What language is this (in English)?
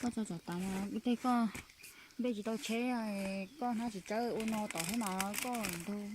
Hmong